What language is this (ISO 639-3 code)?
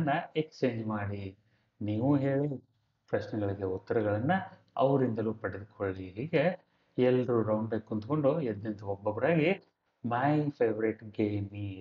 kan